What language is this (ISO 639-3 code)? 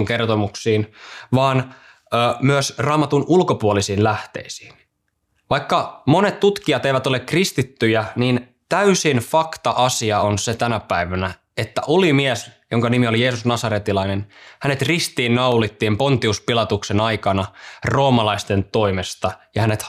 fin